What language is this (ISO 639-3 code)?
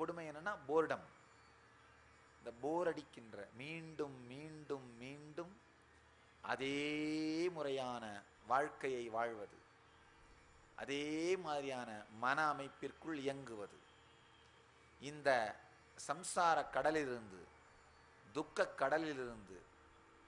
tam